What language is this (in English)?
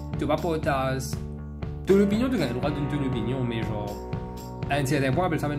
Morisyen